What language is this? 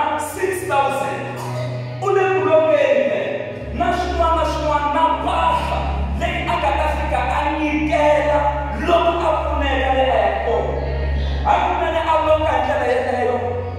Tsonga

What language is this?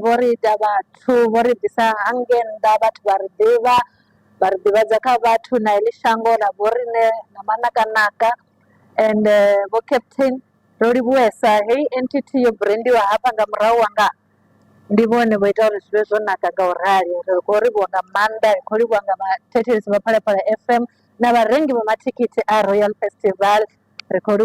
Venda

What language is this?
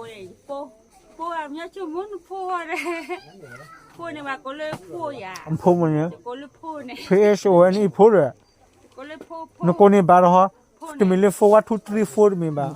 S'gaw Karen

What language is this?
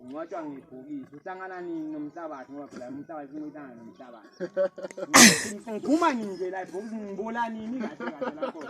Zulu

